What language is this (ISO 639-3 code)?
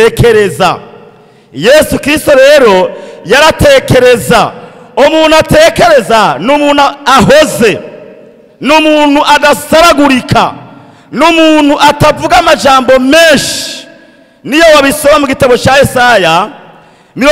run